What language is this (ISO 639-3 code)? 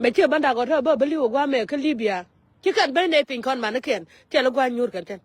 nus